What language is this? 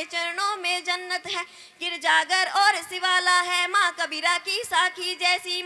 Hindi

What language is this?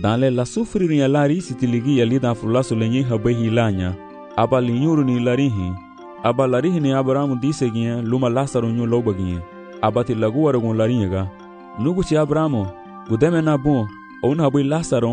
Garifuna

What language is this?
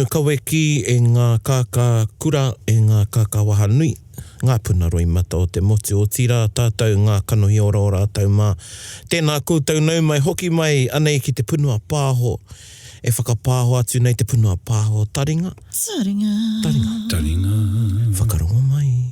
Māori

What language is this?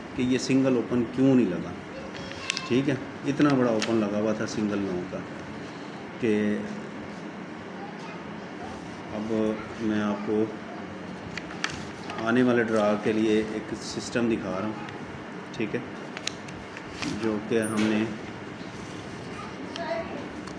Hindi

